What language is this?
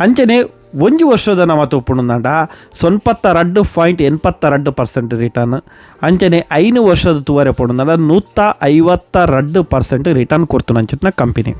Tulu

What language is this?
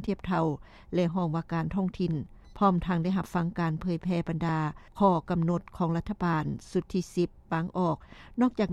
Lao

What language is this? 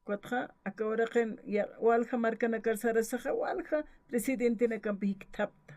Aymara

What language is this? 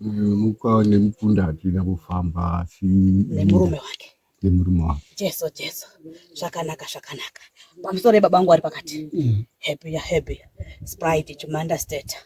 Shona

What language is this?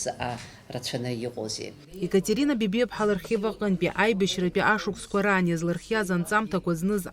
Abkhazian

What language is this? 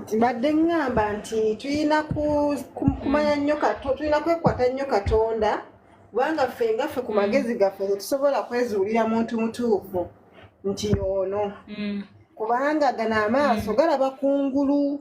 Ganda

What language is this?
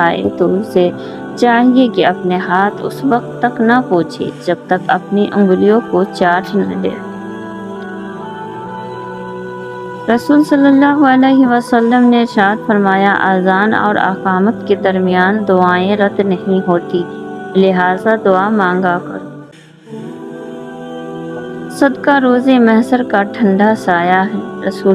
Urdu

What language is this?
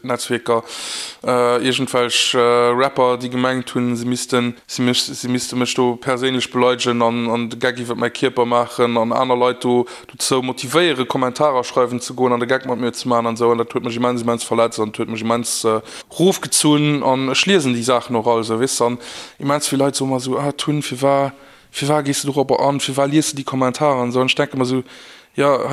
Luxembourgish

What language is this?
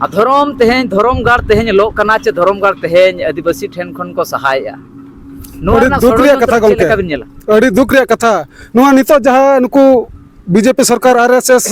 Santali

